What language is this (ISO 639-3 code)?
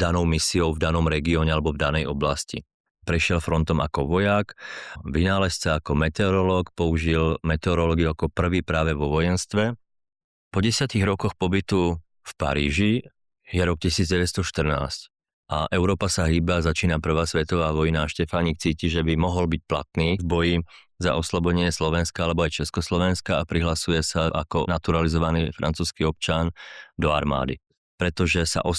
slk